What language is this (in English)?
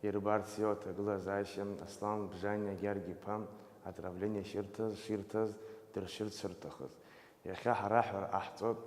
Abkhazian